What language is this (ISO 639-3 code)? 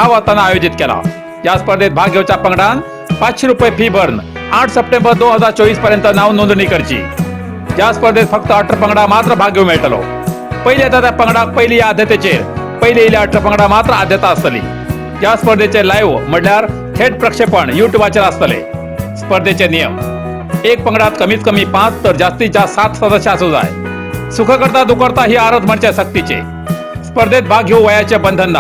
kok